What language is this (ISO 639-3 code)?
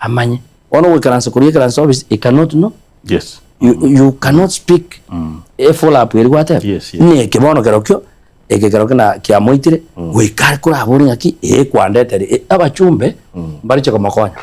guz